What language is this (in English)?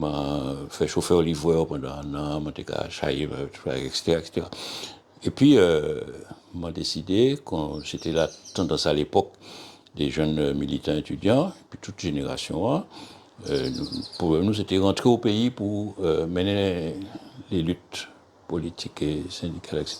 Guadeloupean Creole French